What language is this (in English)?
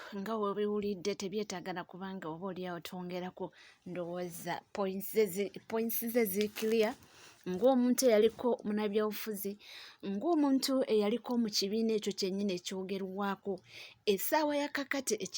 Ganda